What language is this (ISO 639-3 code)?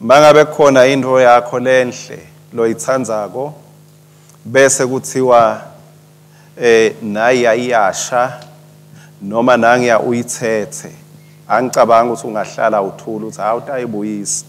ssw